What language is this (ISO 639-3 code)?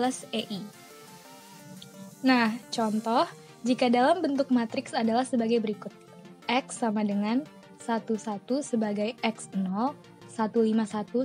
ind